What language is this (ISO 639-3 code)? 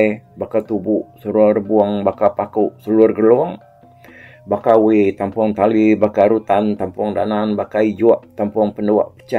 iba